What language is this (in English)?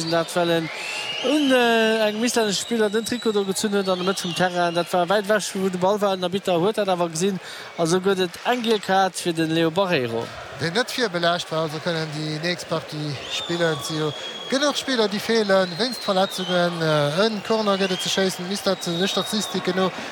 Luxembourgish